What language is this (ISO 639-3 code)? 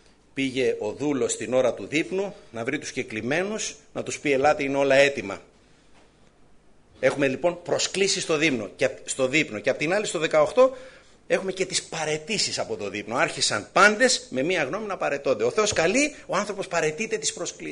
ell